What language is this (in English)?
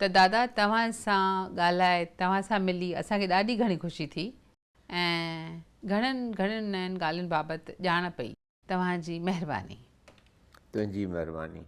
Sindhi